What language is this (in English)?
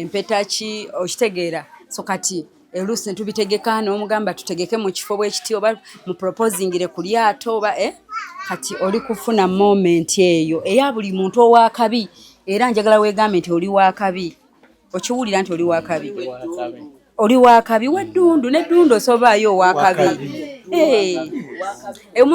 Ganda